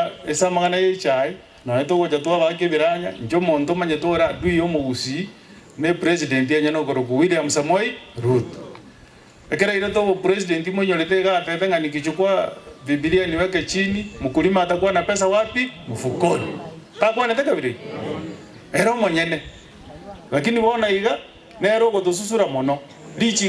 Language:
Gusii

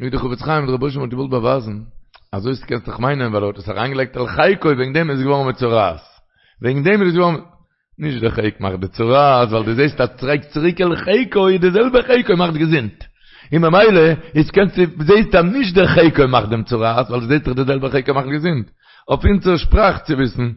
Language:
Yiddish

